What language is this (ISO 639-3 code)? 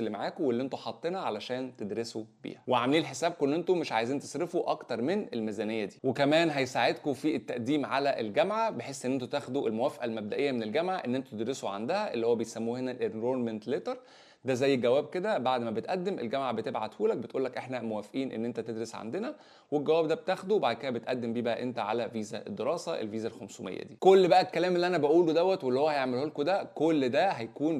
arz